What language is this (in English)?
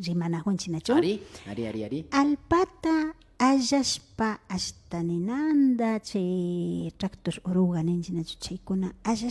Imbabura Highland Quichua